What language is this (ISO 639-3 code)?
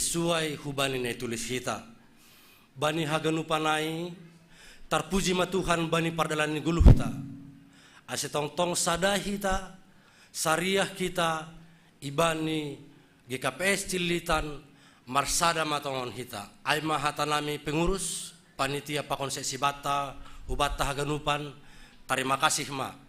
bts